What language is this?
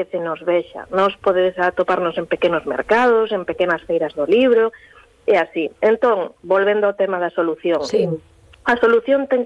Galician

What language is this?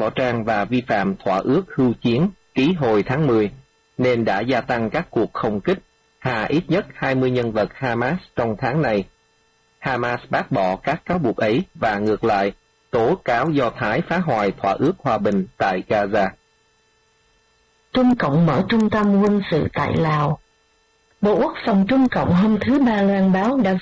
Vietnamese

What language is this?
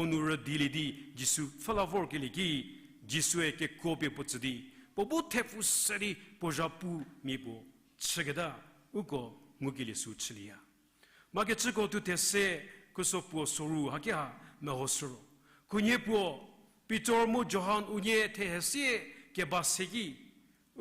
Angami Naga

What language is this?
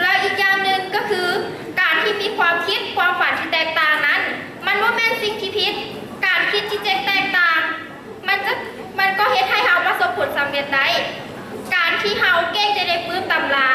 Lao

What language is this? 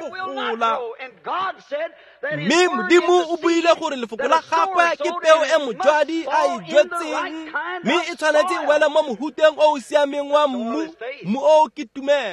Tswana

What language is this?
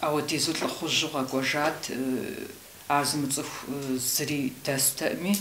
Kabardian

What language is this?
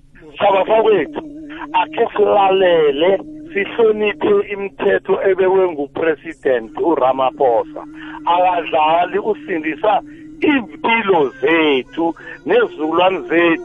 South Ndebele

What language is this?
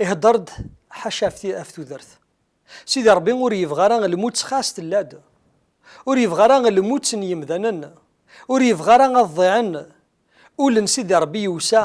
Kabyle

